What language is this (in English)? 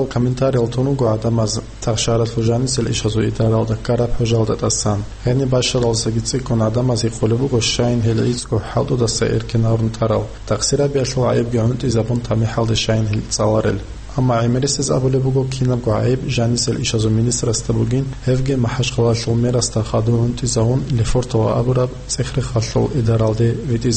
Avaric